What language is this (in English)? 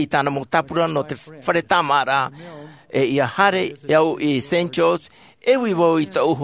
Tahitian